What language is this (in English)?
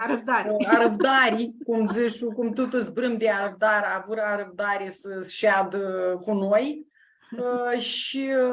Aromanian